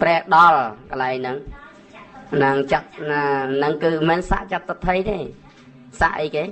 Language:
Khmer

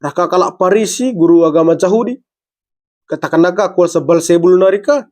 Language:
Batak Karo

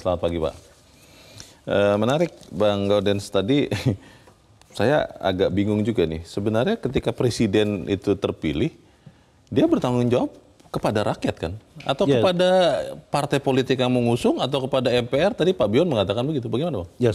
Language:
Indonesian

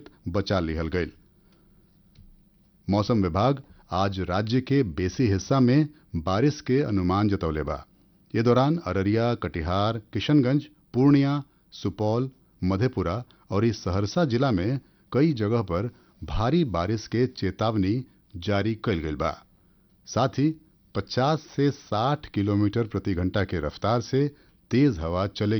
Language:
Bhojpuri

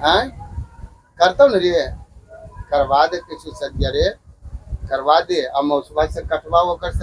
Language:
Magahi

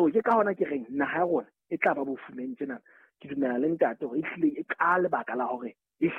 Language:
Southern Sotho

